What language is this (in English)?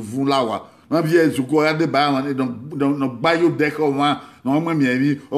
Bini